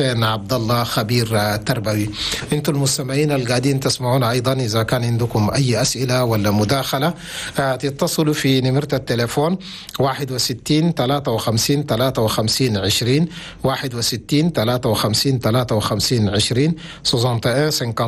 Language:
Chadian Arabic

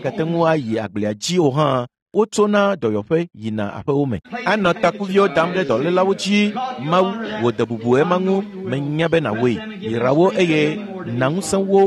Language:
Ewe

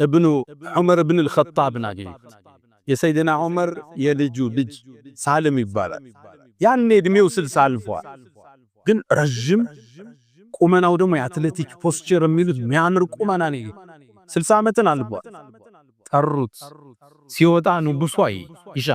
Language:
Amharic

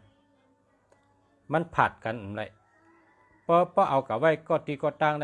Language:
Shan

